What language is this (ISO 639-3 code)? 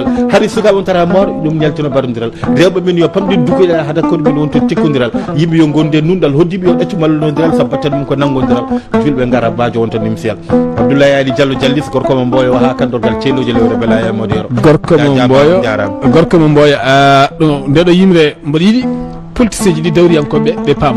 ful